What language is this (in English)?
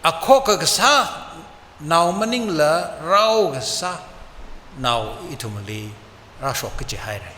Tangkhul Naga (India)